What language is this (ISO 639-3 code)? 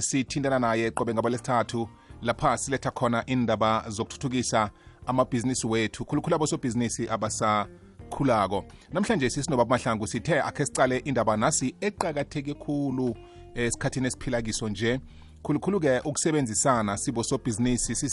nbl